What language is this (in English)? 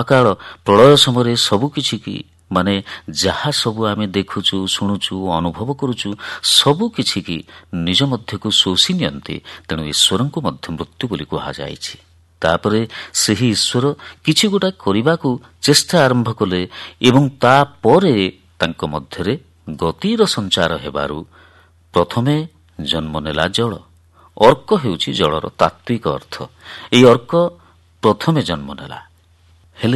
Odia